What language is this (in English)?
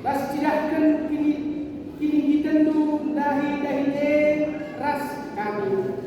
Batak Karo